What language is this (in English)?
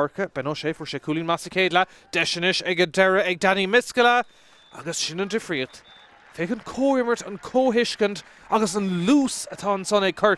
Irish